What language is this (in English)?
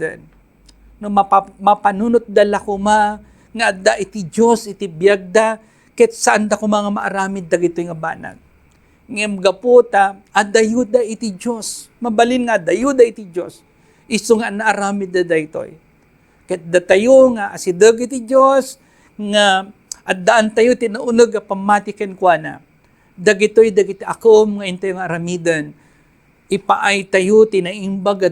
Iloko